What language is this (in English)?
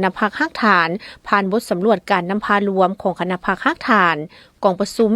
Lao